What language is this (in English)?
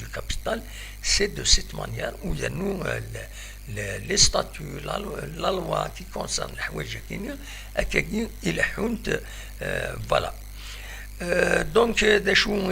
Kabyle